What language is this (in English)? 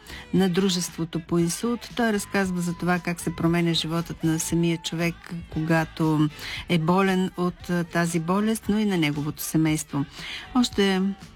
Bulgarian